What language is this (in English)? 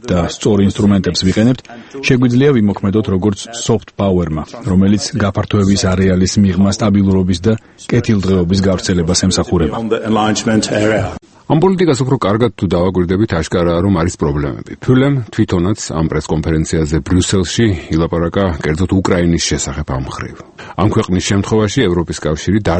Georgian